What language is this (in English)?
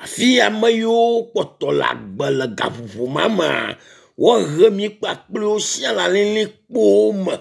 Ewe